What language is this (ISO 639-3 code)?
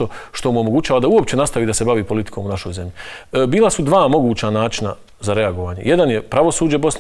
bos